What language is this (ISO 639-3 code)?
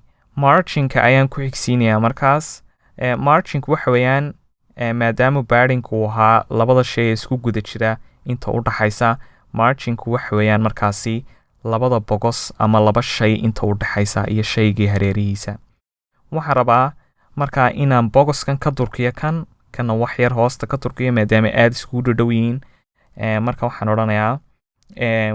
som